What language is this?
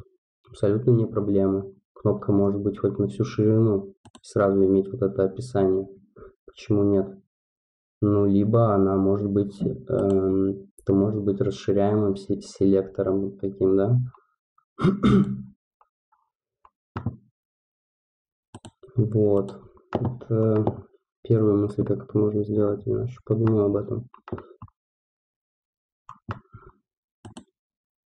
Russian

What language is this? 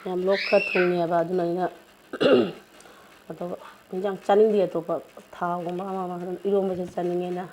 Manipuri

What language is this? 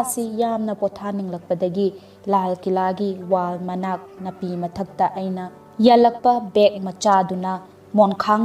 Manipuri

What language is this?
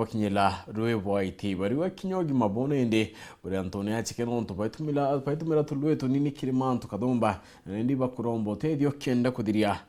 Meru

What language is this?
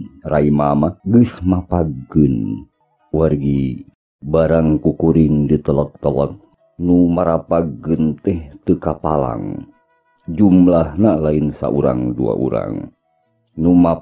Sundanese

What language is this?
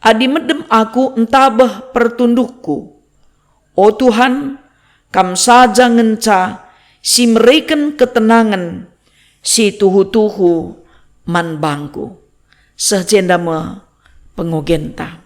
Batak Karo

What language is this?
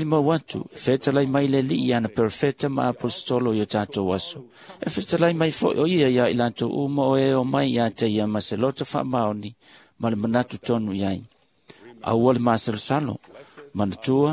Samoan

